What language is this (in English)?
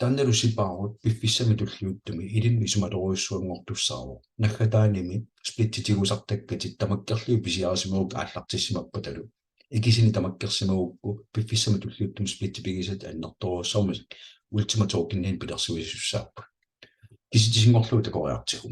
Kalaallisut